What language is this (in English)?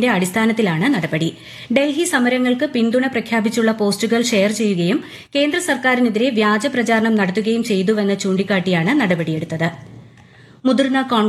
Malayalam